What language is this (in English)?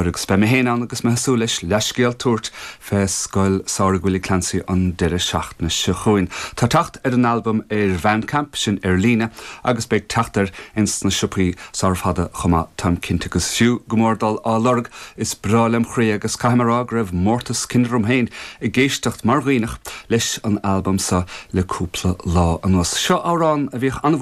Irish